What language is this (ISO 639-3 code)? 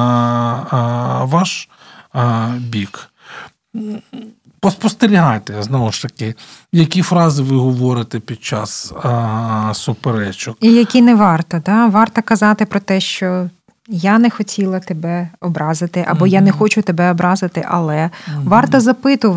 ukr